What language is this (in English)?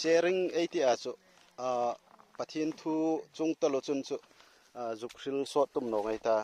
Hmar